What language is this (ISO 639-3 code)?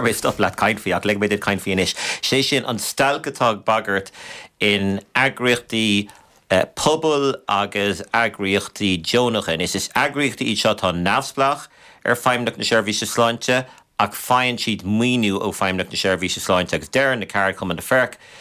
gle